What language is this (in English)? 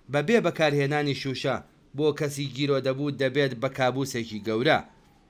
Central Kurdish